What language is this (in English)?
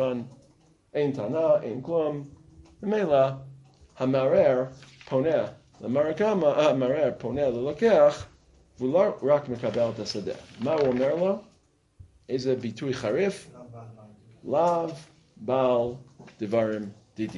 Hebrew